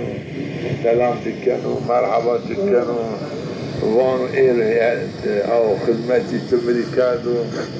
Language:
Zaza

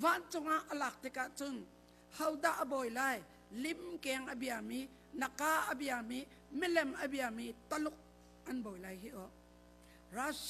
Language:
Hakha Chin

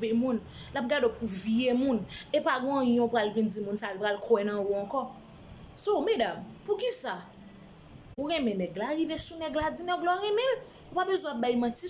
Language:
Haitian Creole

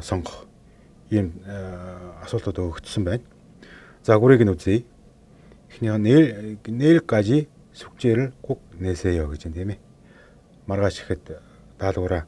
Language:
Mongolian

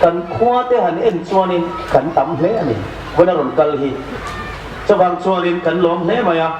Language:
Hmar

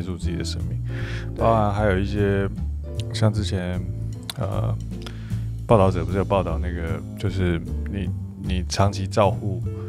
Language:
Chinese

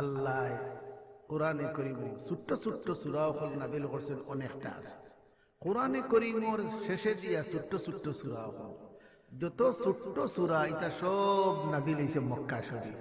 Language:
Sylheti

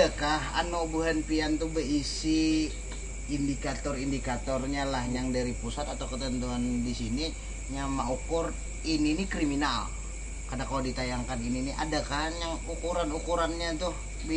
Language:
Banjar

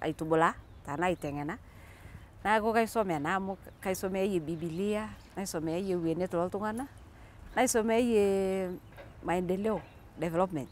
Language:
Masai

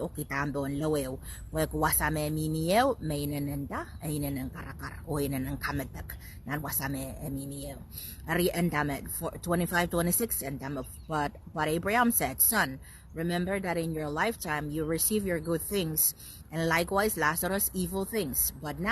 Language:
Pohnpeian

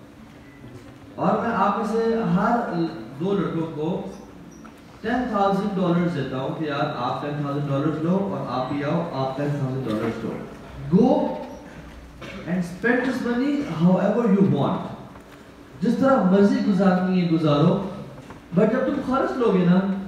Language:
Urdu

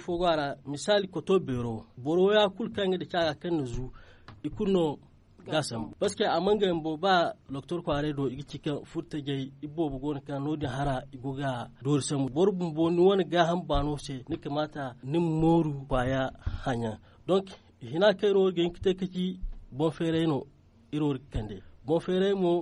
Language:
Zarma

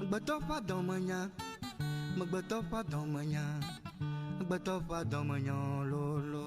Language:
Ewe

